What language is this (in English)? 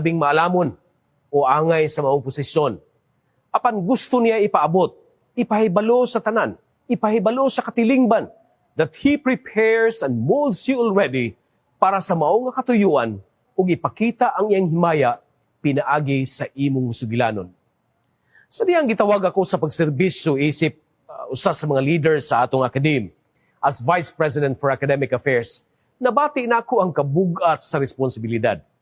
Cebuano